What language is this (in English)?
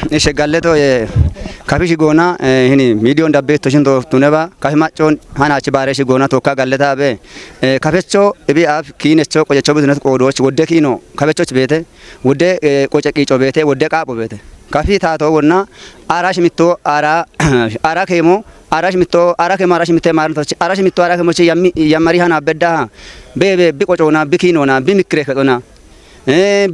Kafa